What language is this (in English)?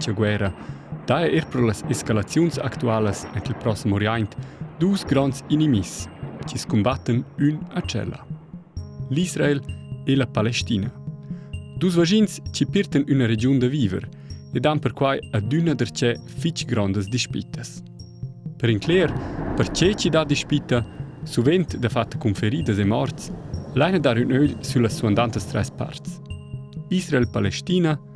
Romansh